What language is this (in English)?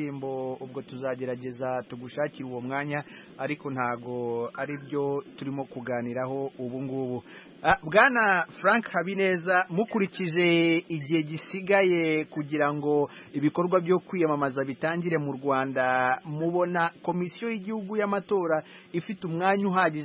Kinyarwanda